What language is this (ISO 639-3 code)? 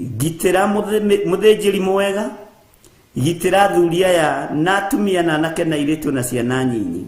kik